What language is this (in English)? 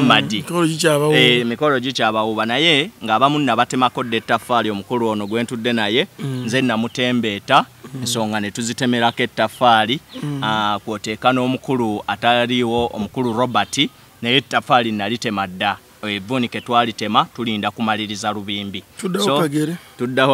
Ganda